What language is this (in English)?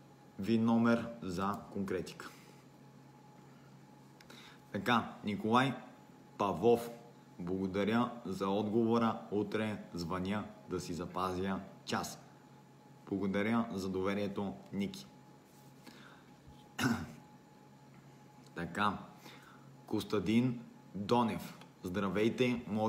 Bulgarian